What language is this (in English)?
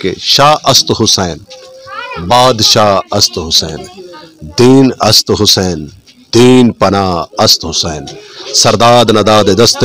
Saraiki